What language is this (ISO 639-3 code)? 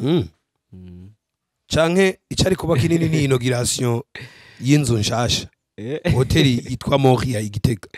run